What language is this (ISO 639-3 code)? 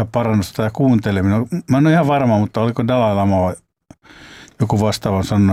fin